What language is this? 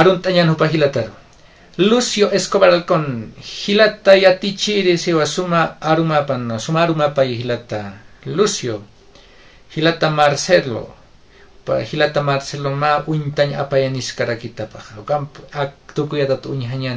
Aymara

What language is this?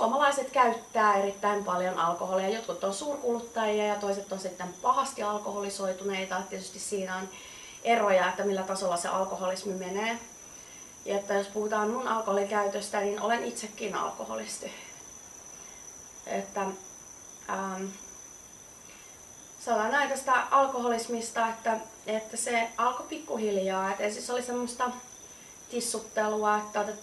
Finnish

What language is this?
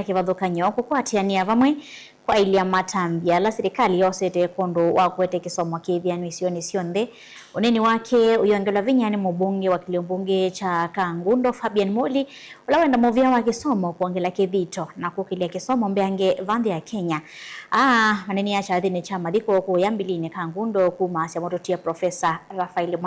Kamba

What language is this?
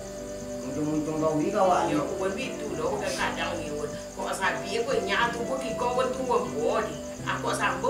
Minangkabau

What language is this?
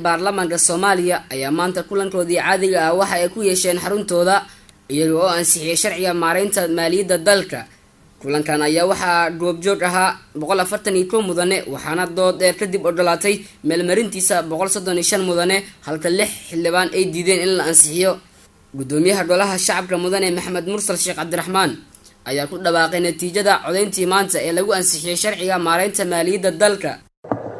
Somali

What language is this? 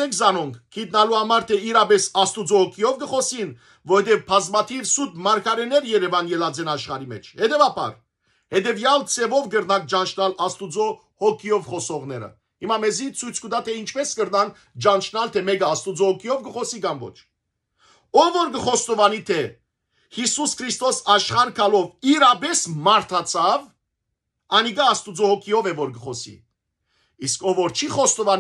Western Armenian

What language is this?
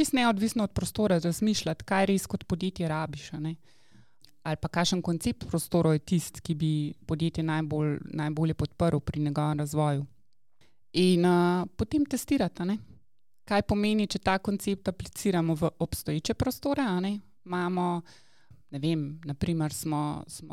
Slovenian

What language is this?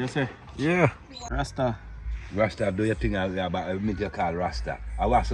Jamaican Creole English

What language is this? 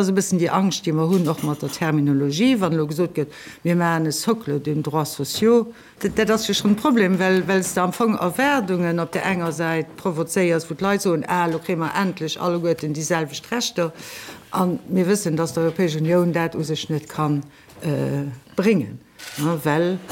Luxembourgish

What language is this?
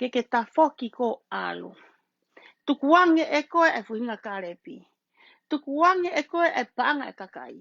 Tongan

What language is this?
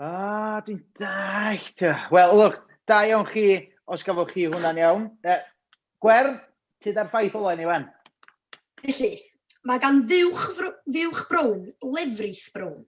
Welsh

